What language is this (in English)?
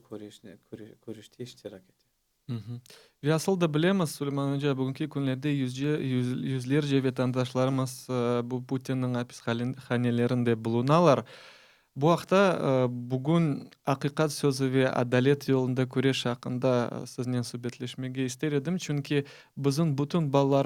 Crimean Tatar